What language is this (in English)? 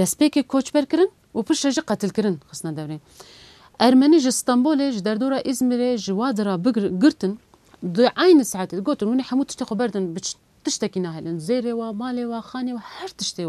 Kurdish